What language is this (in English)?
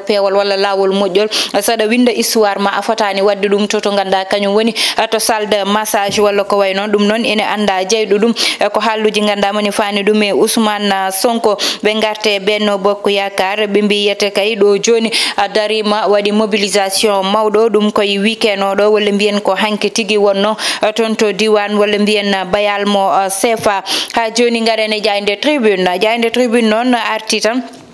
Fula